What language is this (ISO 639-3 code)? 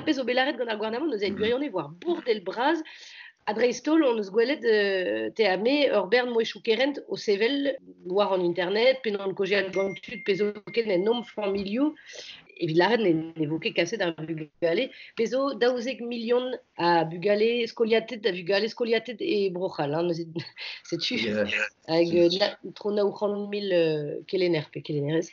bre